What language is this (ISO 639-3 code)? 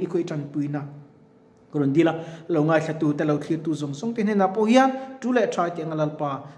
lus